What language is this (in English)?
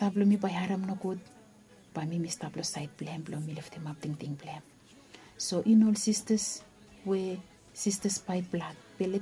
Bislama